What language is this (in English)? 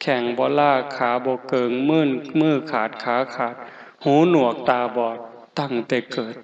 Lao